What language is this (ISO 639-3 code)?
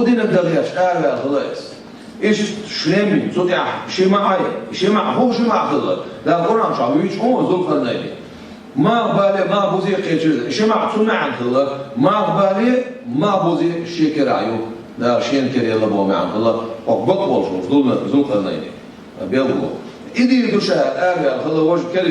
che